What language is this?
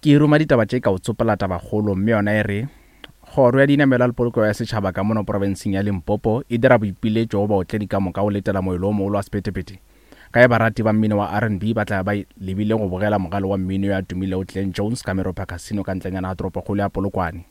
Northern Sotho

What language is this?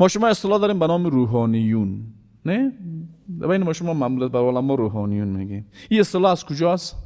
Persian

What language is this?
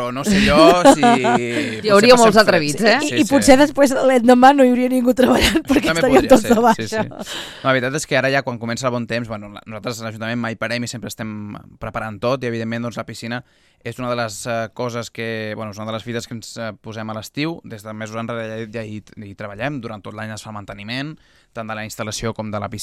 Catalan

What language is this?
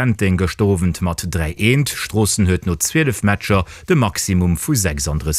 Luxembourgish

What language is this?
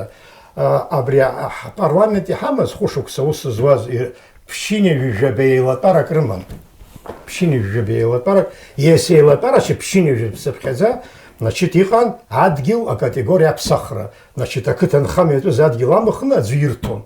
Abkhazian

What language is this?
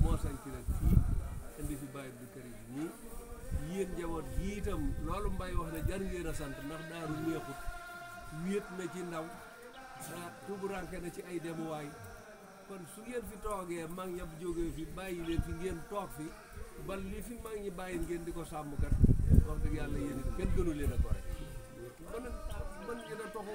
Wolof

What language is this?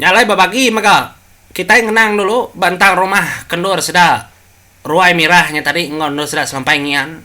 Iban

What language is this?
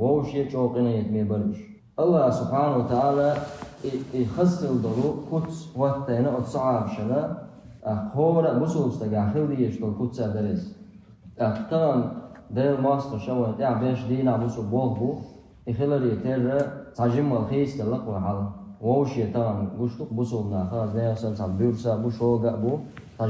Chechen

